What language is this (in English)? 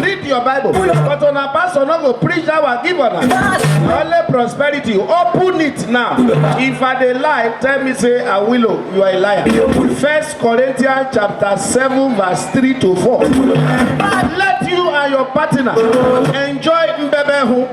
Nigerian Pidgin